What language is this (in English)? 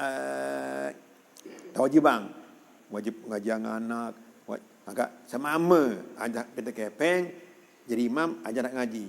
Sasak